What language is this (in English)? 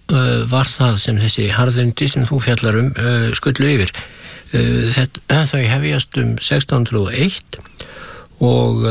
Icelandic